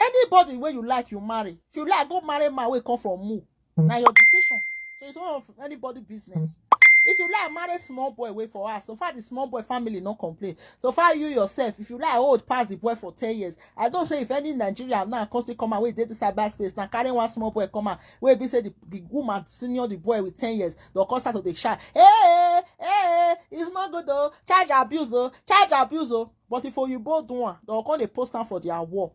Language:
Nigerian Pidgin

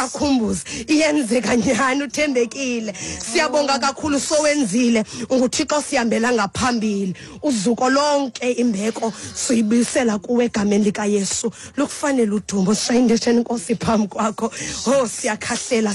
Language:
Xhosa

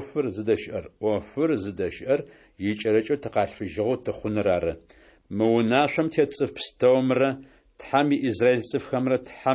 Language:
Adyghe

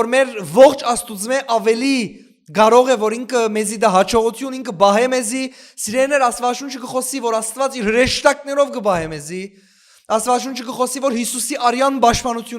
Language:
Western Armenian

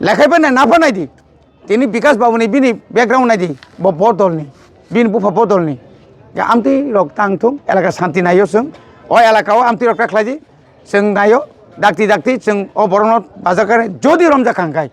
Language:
Kok Borok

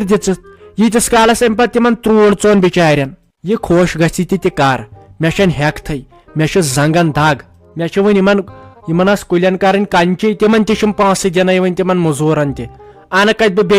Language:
Kashmiri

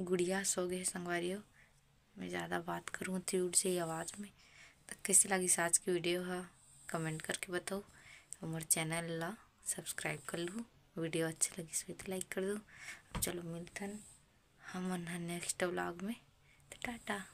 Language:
Chhattisgarhi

